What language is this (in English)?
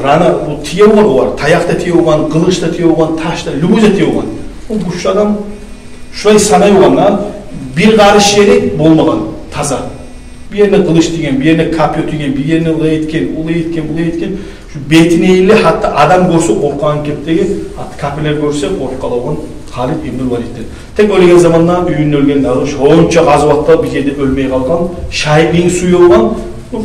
Kumyk